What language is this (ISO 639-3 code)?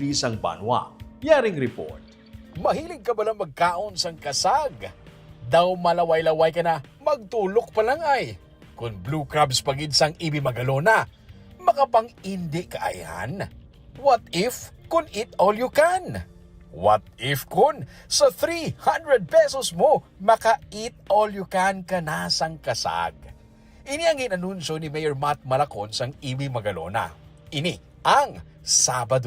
hil